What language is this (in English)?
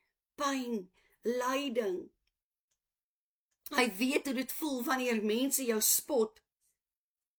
Afrikaans